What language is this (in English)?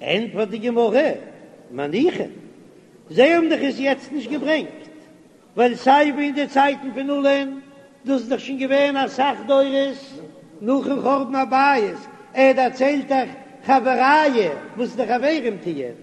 Yiddish